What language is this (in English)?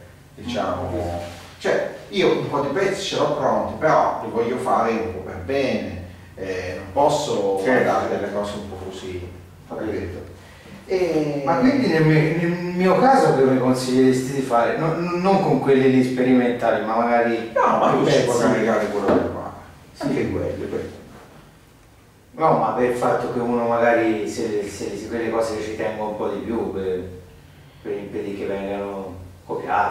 Italian